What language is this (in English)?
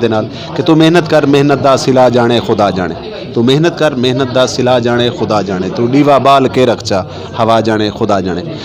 Saraiki